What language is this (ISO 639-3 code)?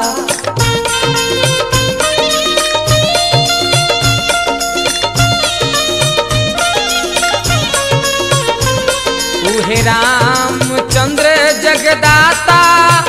bho